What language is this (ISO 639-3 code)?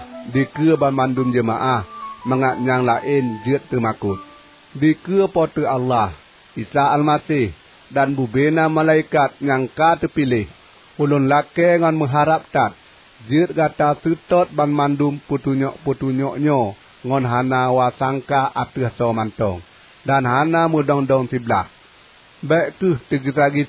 ace